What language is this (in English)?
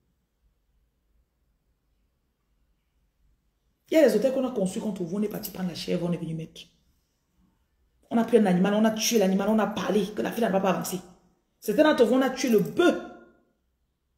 French